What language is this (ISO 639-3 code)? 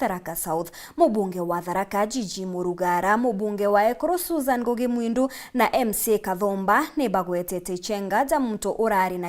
mer